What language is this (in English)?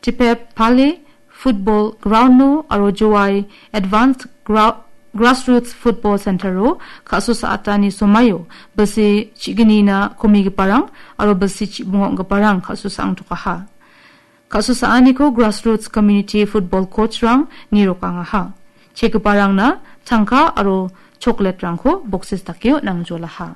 Garo